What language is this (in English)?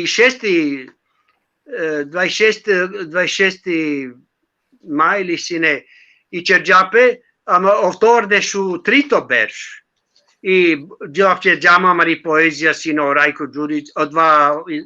Balkan Romani